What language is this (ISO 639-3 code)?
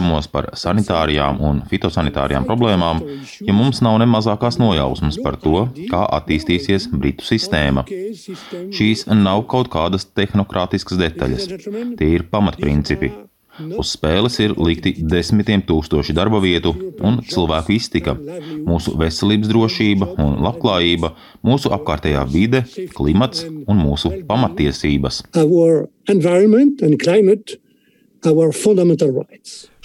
lav